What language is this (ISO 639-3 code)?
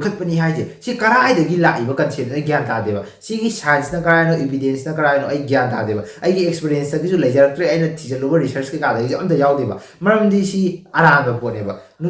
mni